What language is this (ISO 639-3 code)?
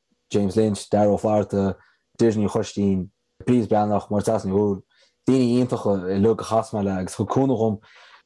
gle